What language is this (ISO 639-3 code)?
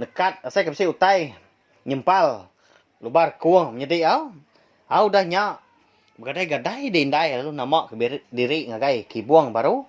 iba